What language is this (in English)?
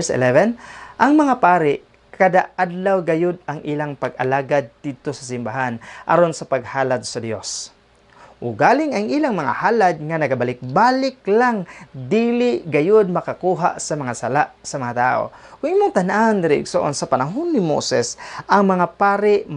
Cebuano